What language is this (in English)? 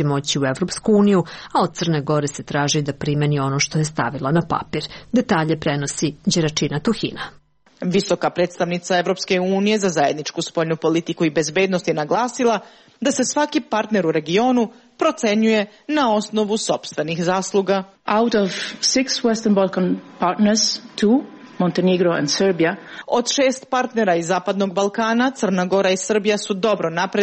Serbian